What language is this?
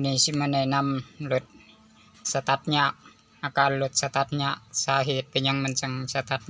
Lao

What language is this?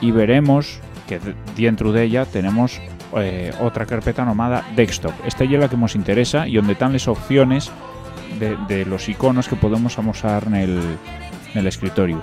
Asturian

